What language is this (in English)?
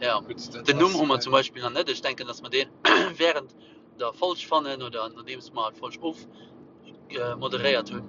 Luxembourgish